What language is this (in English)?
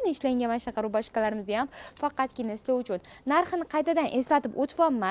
Uzbek